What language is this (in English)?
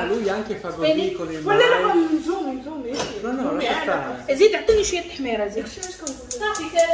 Moroccan Arabic